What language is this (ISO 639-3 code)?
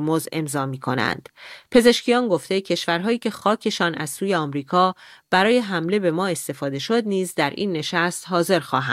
fas